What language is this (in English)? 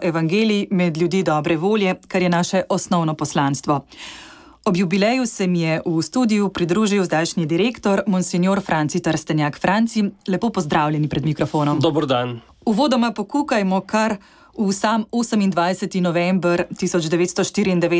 Slovenian